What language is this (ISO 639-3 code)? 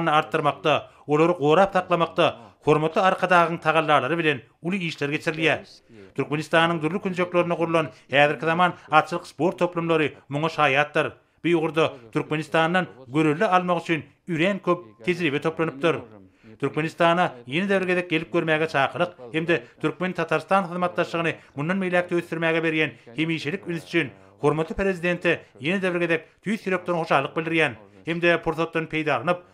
tuk